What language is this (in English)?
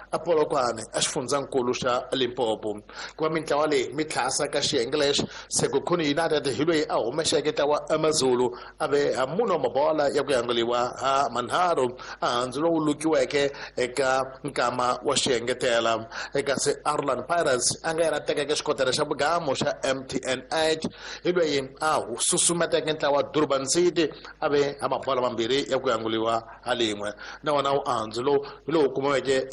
Tsonga